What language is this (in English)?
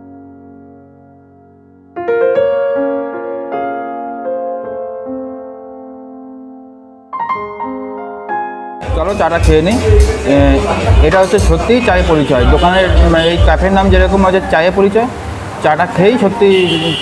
Bangla